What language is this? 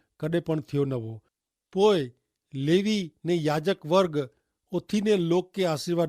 Kachhi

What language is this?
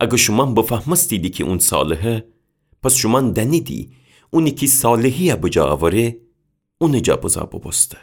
Gilaki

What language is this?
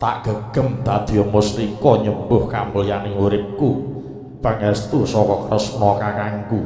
Javanese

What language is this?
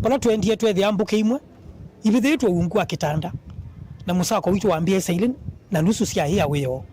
Kamba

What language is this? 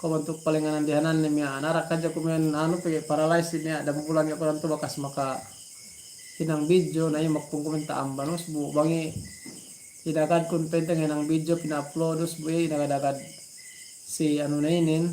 Yakan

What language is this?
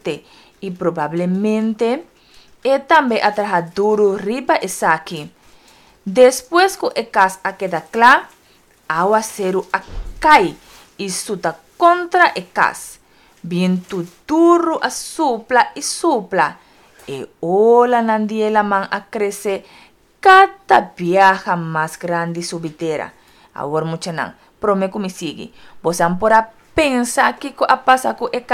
Papiamento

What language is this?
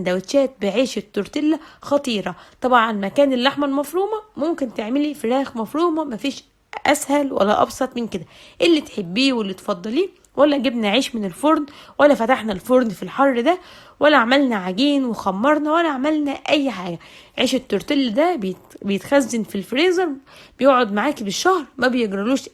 Egyptian Arabic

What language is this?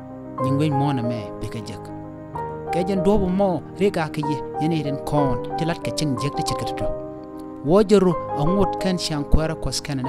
Nuer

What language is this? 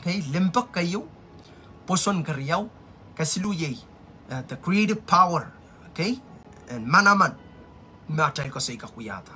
Pohnpeian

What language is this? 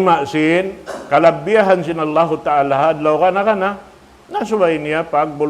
Tausug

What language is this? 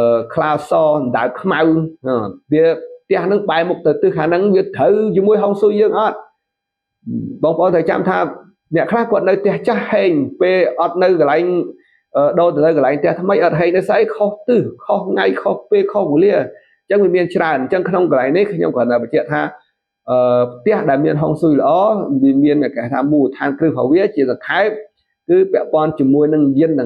Khmer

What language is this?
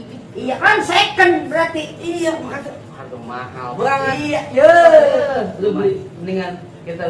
Betawi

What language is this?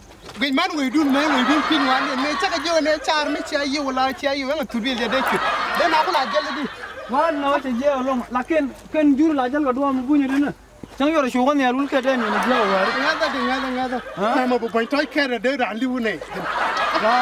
Nuer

